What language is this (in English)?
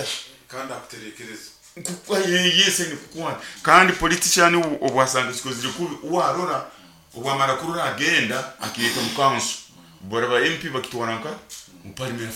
Nyoro